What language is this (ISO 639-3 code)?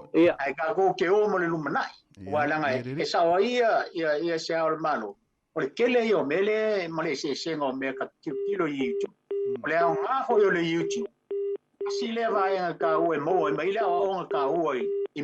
smo